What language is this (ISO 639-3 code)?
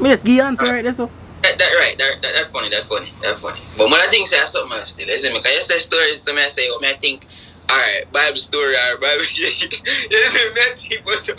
jam